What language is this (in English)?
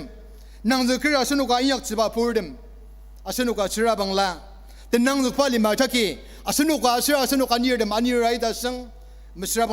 Ao Naga